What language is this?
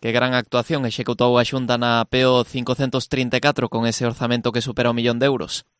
Galician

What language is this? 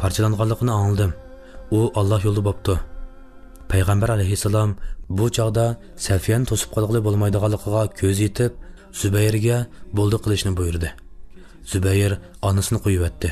Uyghur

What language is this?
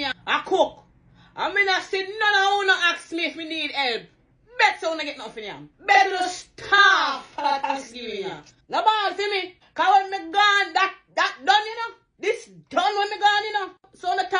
Jamaican Creole English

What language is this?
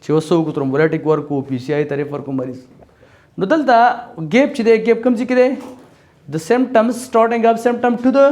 Pashto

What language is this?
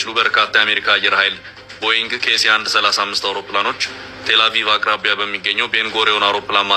Amharic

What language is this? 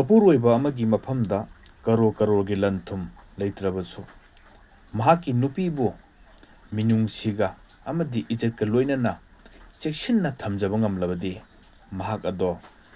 Manipuri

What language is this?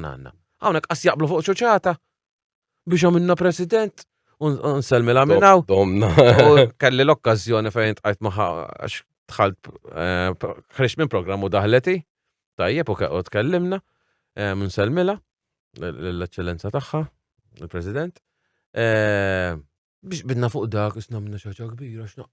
Maltese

